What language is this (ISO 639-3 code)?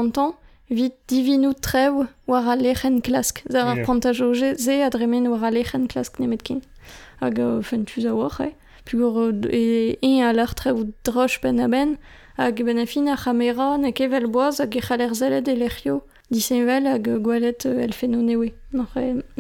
bre